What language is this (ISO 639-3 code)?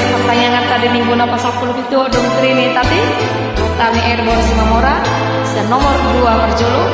bbc